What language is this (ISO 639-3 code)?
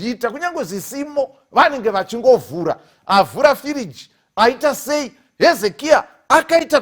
sna